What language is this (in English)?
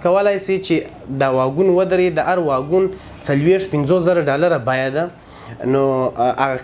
Pashto